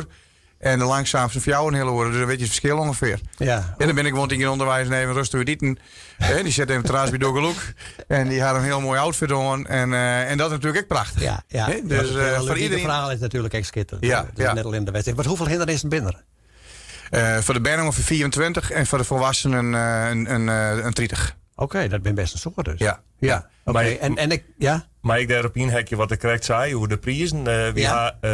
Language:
Western Frisian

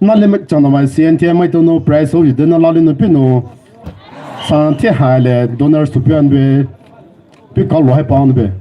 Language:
Poumei Naga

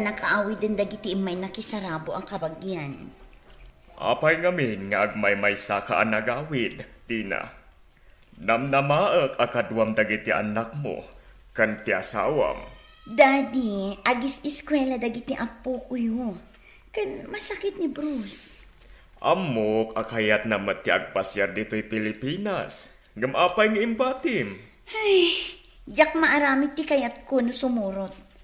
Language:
Iloko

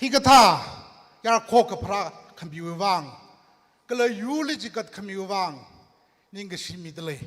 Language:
Tangkhul Naga (India)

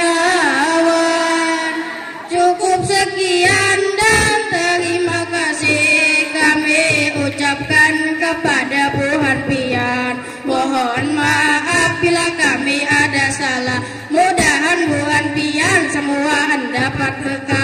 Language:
Banjar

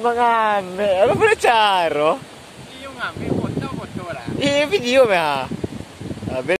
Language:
Minangkabau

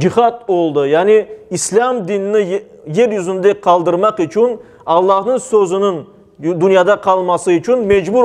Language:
Crimean Tatar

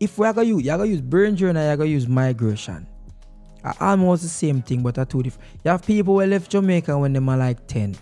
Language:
Jamaican Creole English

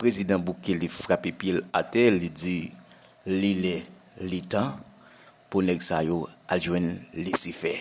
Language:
Haitian Creole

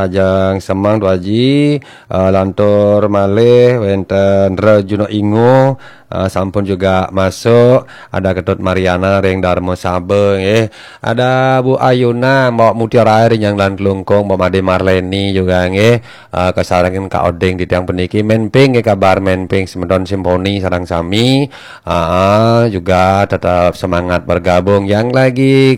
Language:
Balinese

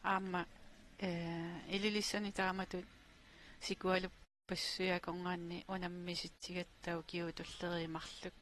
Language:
Kalaallisut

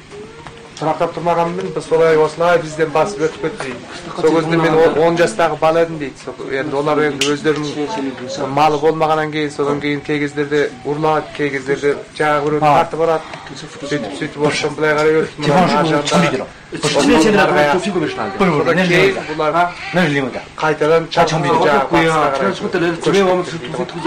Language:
Kazakh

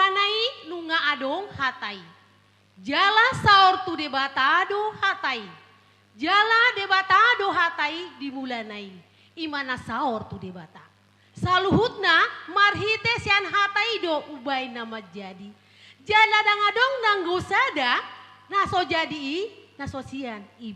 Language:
Batak Toba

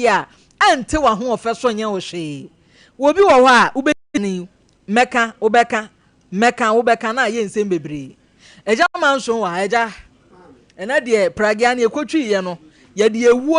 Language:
Akan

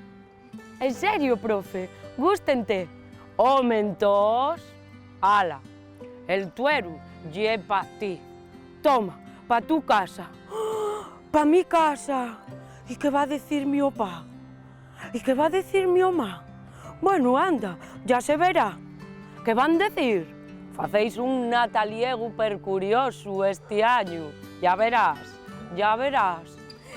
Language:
Asturian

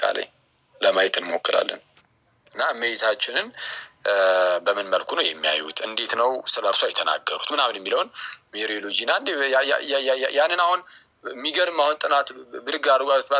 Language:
Amharic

